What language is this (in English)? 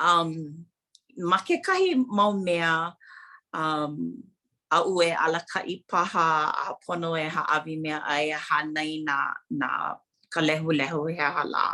Hawaiian